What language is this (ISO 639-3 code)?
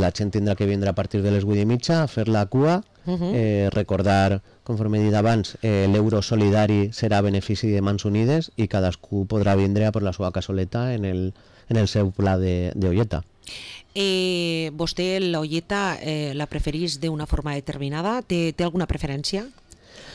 cat